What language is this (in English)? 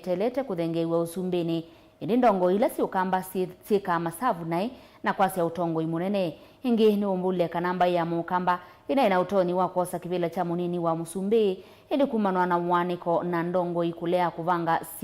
Kamba